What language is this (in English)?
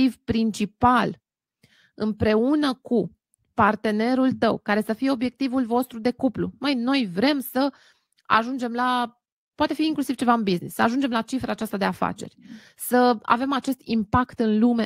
Romanian